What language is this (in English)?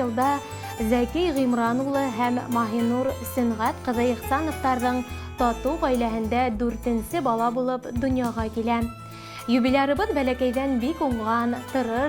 Bashkir